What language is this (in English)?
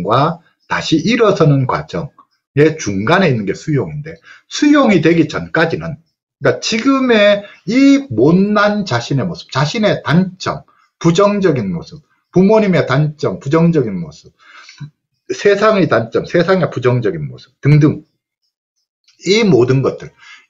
Korean